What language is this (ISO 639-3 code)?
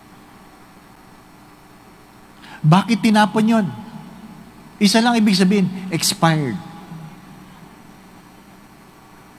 fil